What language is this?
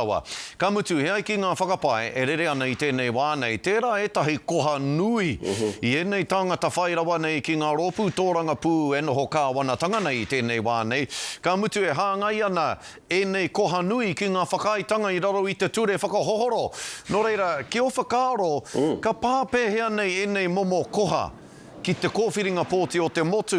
Māori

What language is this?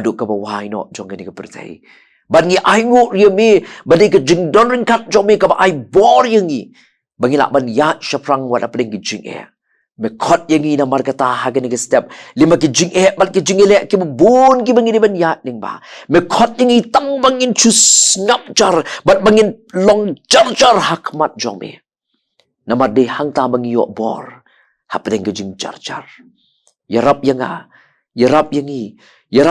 Khasi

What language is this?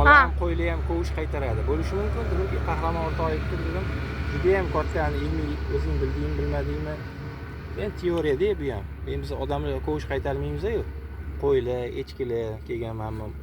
Uzbek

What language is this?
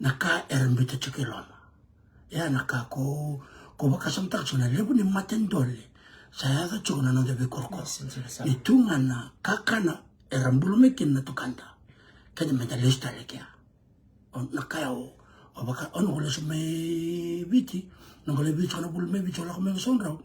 Fijian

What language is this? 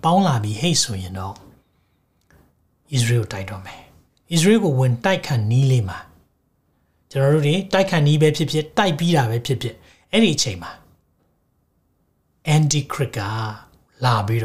Burmese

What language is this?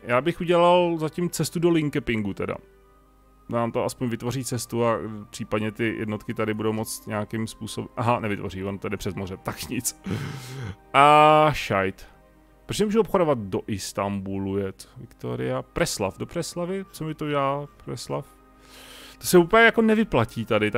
Czech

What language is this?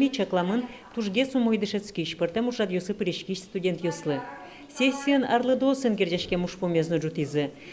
Udmurt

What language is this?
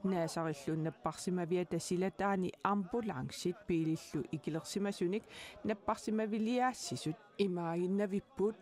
Kalaallisut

